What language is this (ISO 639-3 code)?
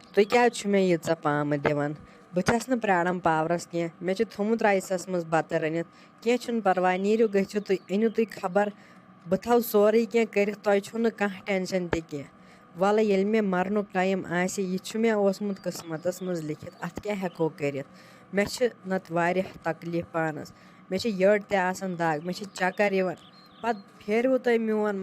kas